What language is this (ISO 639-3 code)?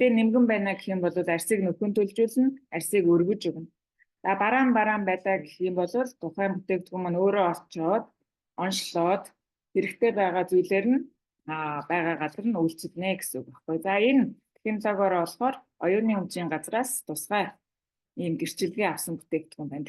mon